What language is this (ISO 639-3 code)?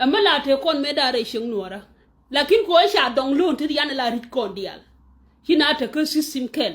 nus